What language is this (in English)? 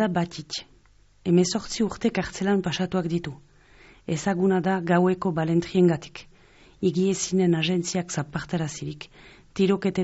Basque